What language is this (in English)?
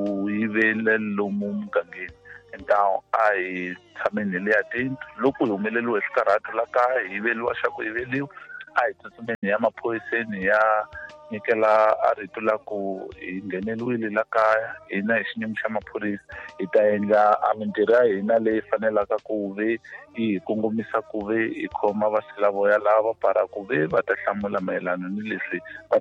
Tsonga